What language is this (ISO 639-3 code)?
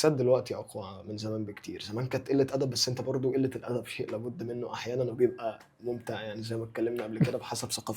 arz